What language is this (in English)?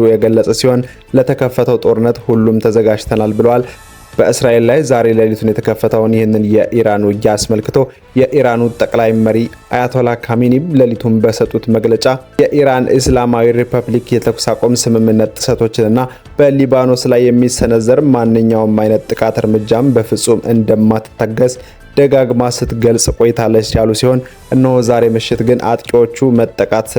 Amharic